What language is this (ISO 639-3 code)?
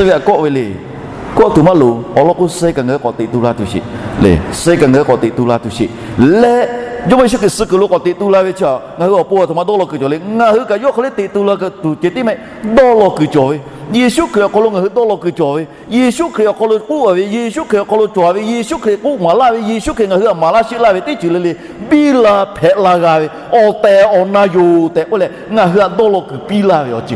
lhu